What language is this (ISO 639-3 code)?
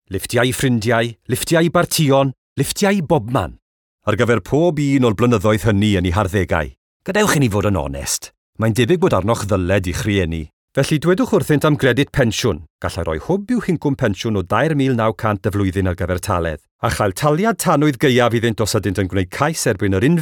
cym